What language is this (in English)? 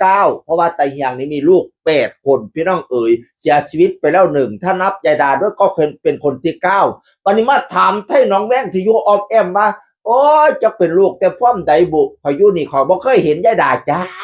Northeastern Thai